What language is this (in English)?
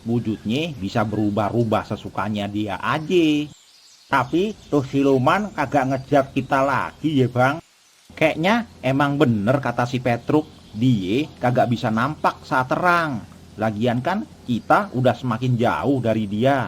Betawi